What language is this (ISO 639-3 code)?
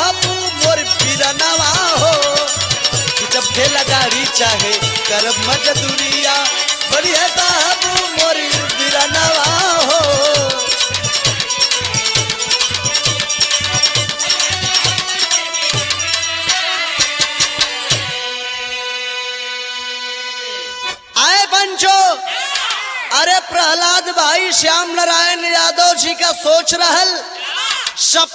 bho